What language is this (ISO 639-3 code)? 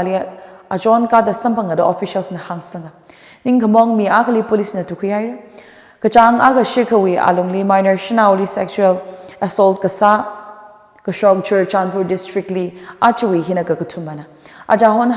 nmf